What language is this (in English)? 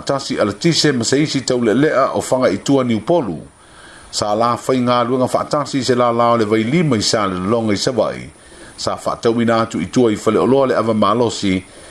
Samoan